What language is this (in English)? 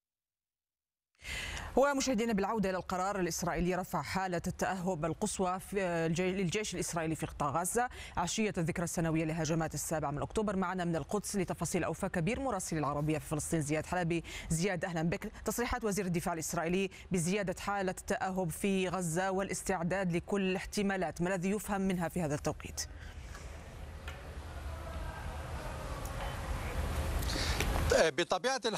Arabic